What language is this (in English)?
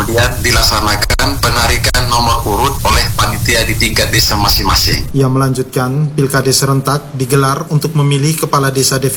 Indonesian